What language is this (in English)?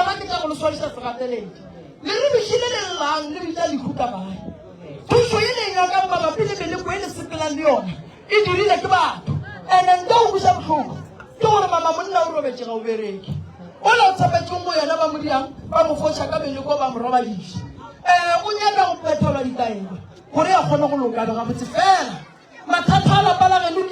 Northern Sotho